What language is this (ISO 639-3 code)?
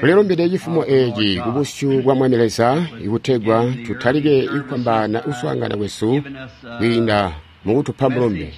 toi